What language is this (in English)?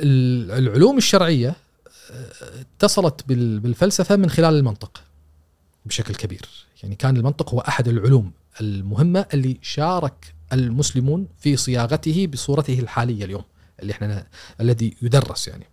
Gulf Arabic